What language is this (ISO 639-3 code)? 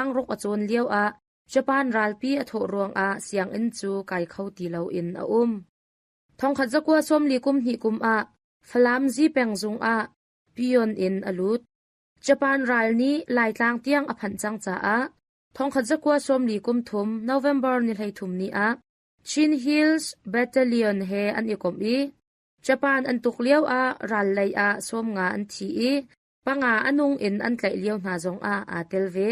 cnh